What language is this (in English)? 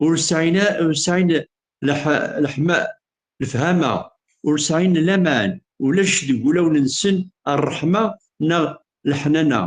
Kabyle